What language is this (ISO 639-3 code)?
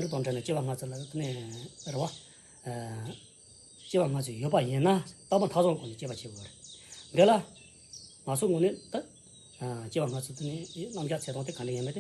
bod